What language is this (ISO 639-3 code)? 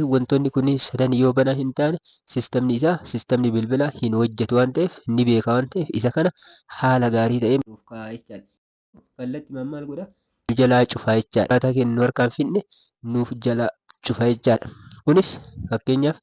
orm